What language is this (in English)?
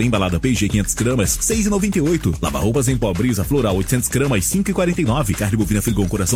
Portuguese